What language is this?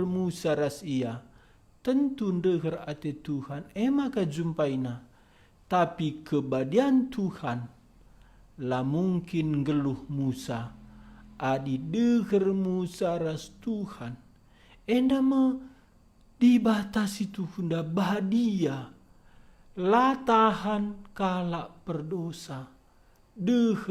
Batak Karo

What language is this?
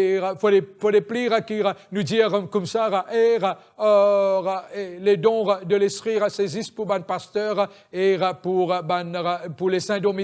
Morisyen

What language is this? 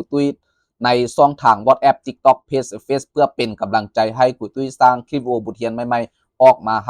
Lao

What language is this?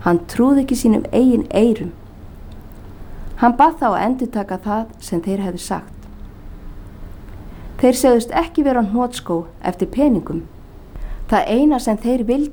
Icelandic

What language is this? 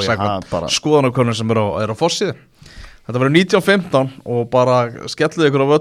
Icelandic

